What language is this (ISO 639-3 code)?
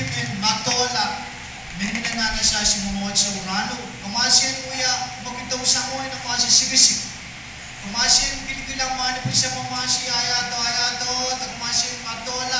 pon